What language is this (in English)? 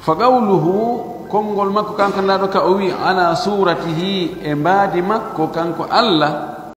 Fula